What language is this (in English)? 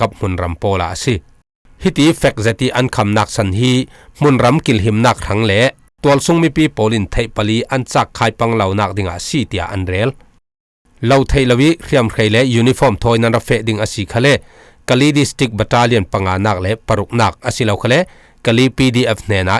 Falam Chin